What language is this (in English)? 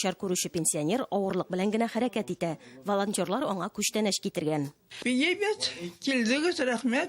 Tatar